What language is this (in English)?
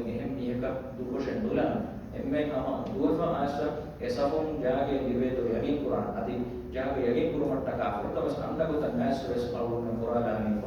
Divehi